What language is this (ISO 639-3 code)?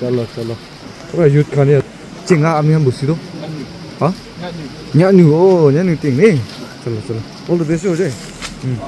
nag